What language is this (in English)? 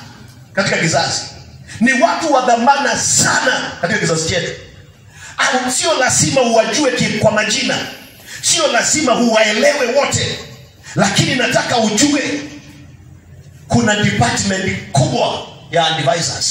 Swahili